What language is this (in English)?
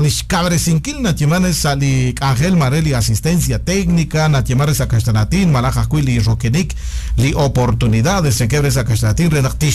Kekchí